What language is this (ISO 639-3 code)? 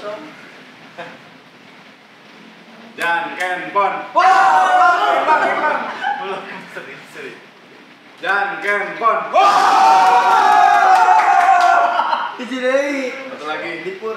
ind